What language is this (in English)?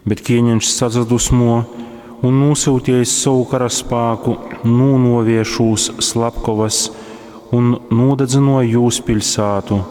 Latgalian